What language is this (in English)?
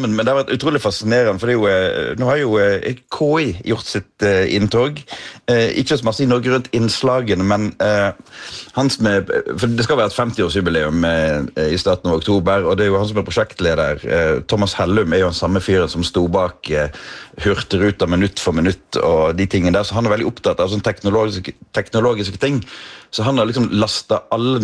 Norwegian